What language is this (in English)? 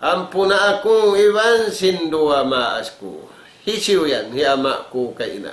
Tausug